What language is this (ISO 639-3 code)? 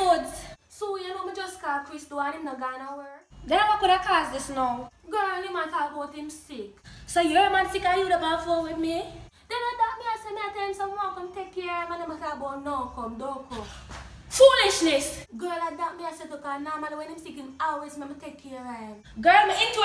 jam